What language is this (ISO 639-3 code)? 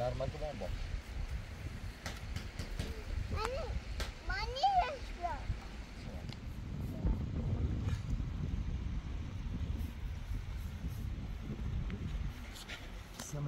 fas